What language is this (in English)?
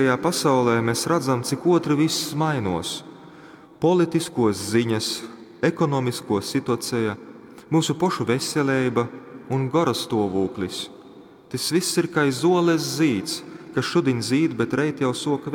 Latgalian